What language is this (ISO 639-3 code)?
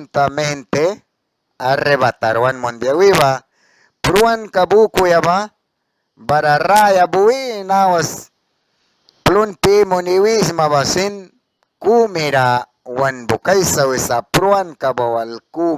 miq